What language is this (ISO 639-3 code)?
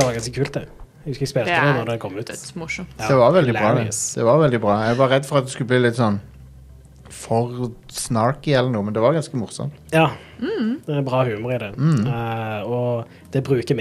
nor